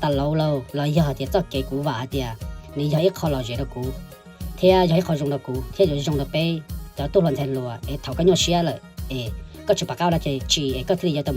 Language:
Hmong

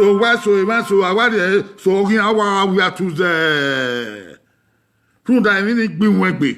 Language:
Bini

